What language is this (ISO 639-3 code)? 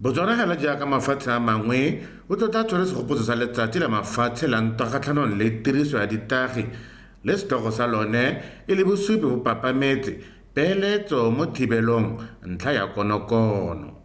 tsn